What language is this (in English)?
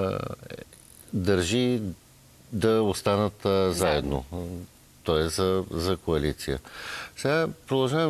Bulgarian